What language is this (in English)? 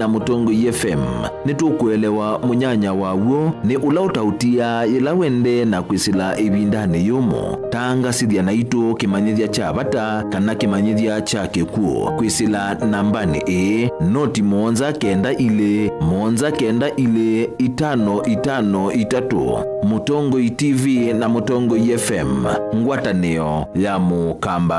Kamba